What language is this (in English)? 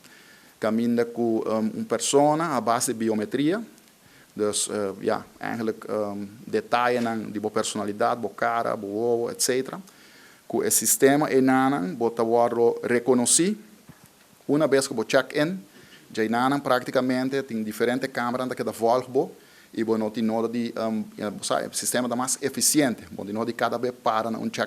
Papiamento